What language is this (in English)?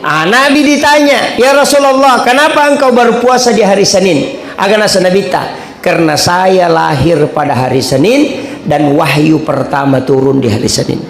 Buginese